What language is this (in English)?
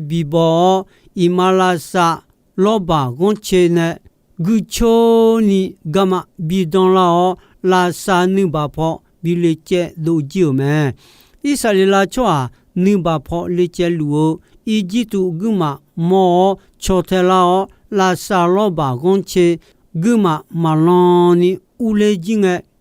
Akha